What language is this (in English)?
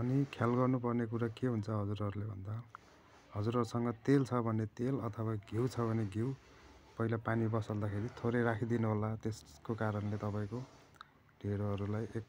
Nepali